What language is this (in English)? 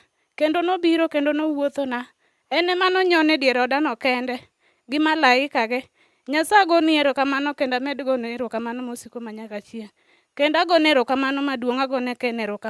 Luo (Kenya and Tanzania)